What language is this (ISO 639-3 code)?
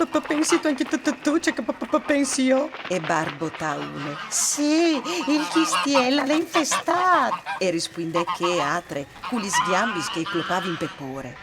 fur